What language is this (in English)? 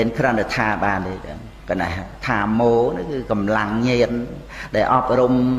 Khmer